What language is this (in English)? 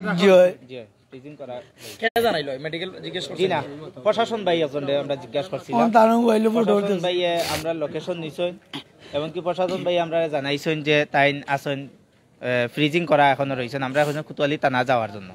Sylheti